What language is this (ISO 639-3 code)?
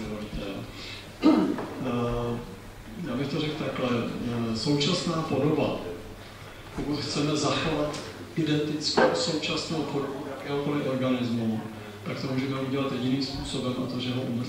ces